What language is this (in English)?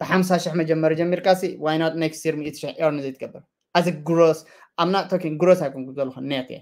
Tigrinya